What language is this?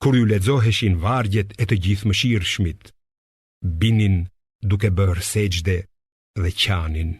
Albanian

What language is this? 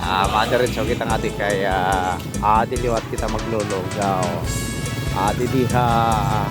Waray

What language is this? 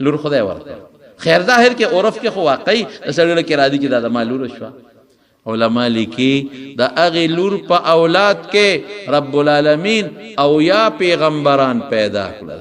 Pashto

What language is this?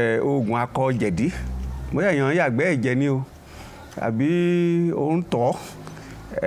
Yoruba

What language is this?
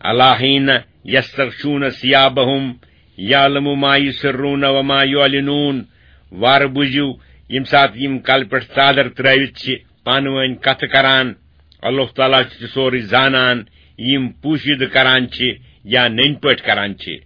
Kashmiri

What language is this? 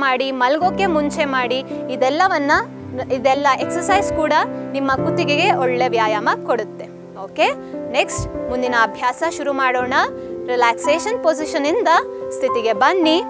Kannada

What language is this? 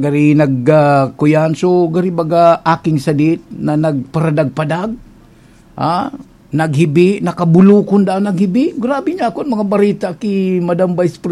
Bikol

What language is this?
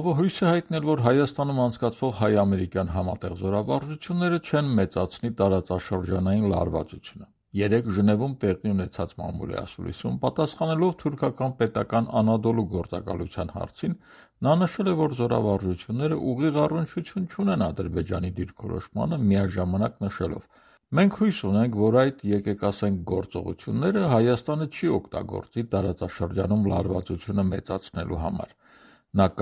Armenian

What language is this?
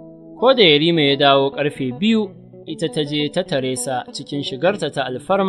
Hausa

